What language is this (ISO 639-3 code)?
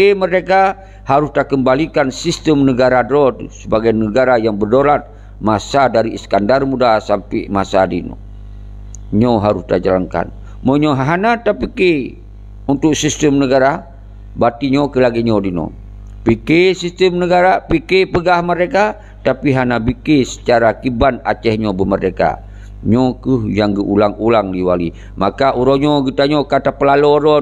ace